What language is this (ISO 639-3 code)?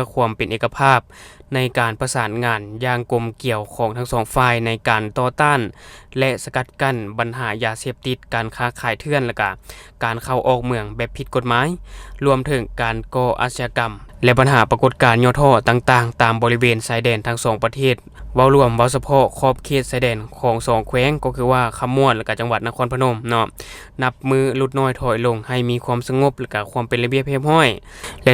lao